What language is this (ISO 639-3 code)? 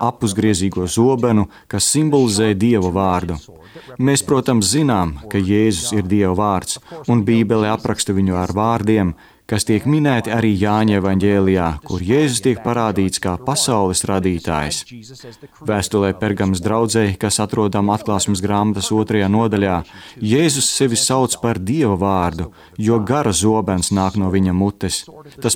lav